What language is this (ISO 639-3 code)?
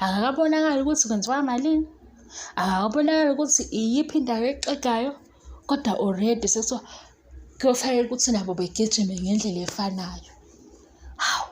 zul